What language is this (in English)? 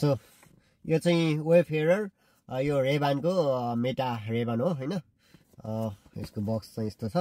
Nepali